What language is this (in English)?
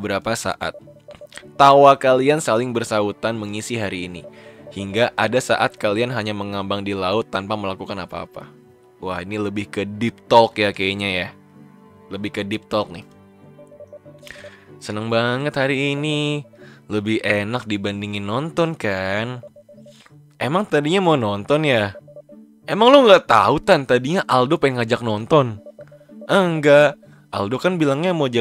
Indonesian